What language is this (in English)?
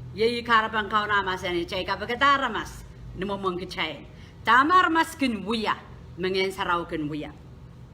Pohnpeian